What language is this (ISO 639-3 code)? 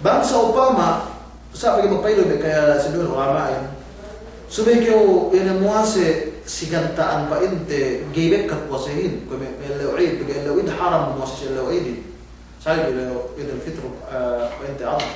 yka